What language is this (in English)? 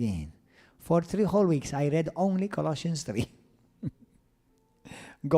English